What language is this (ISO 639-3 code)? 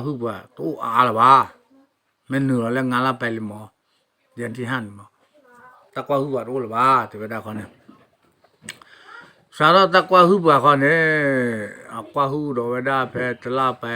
ksw